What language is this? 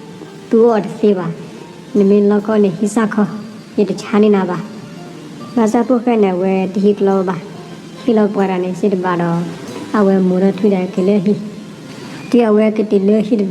S'gaw Karen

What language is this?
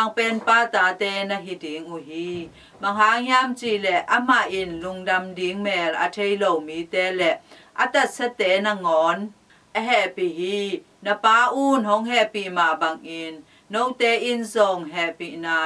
Tedim Chin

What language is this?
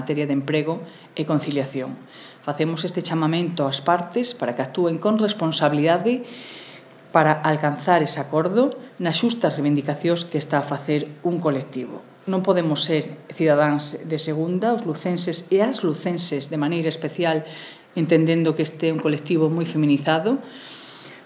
Galician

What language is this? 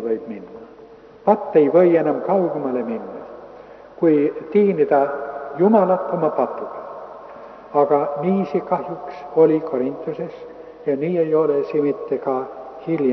Estonian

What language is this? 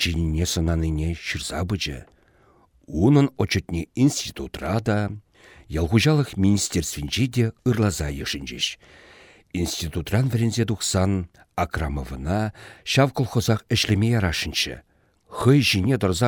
Chuvash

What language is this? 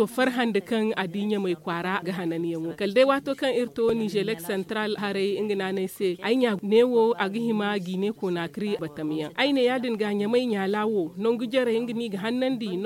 Zarma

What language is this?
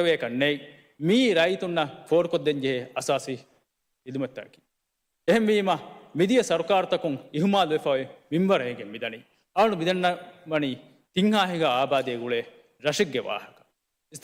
Divehi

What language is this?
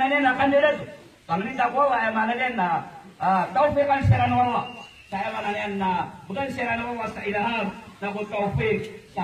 Maranao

